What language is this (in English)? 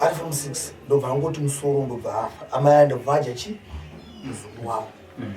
Shona